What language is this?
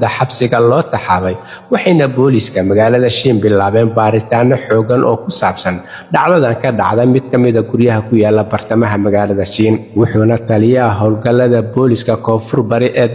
Somali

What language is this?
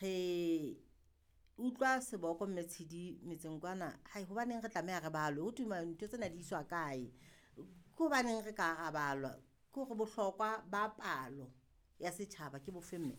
Southern Sotho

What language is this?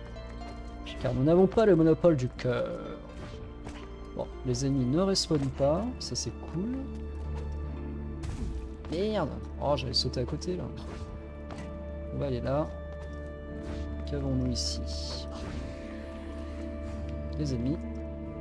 French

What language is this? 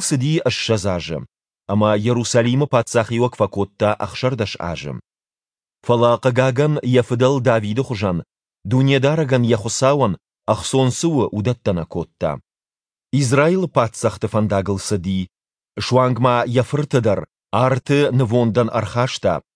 Ossetic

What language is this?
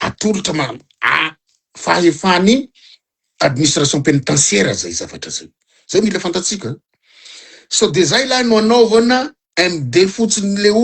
Malagasy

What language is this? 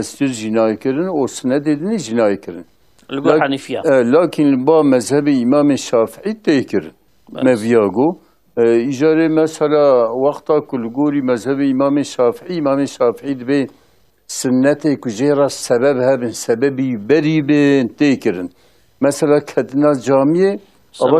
Kurdish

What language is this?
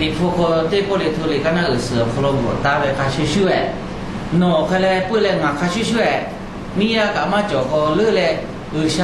Lahu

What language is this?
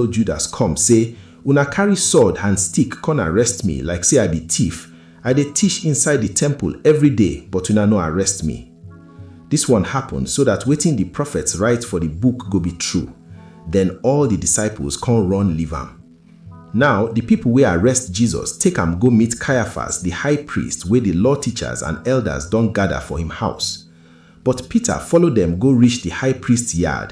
Nigerian Pidgin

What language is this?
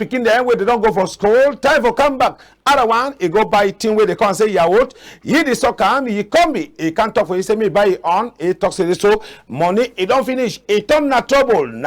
Cameroon Pidgin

